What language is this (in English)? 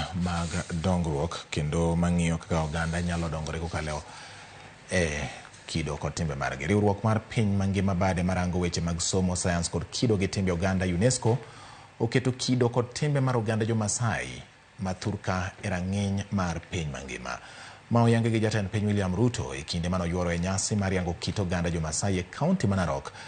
Luo (Kenya and Tanzania)